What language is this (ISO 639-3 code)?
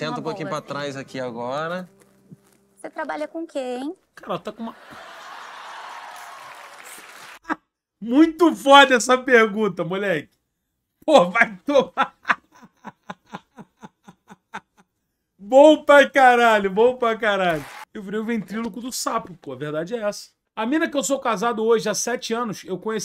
por